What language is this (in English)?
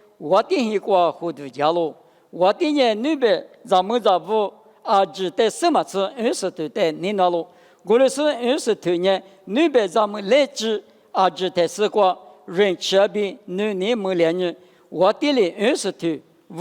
Lisu